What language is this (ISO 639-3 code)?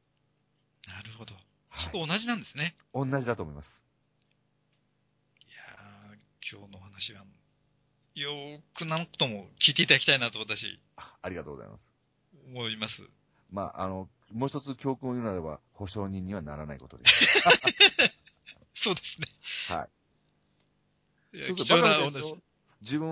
jpn